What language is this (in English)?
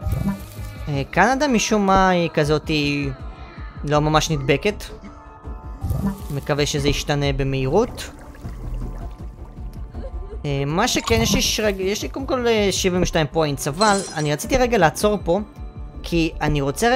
Hebrew